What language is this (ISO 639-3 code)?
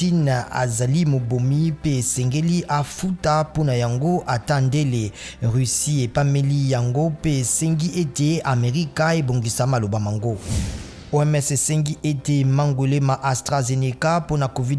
lin